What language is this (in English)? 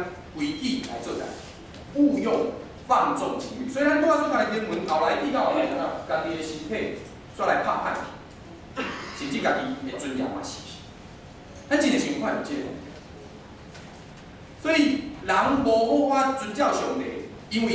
Min Nan Chinese